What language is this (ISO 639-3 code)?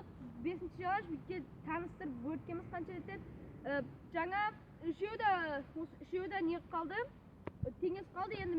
kaz